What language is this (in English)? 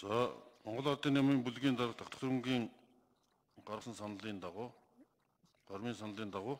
Mongolian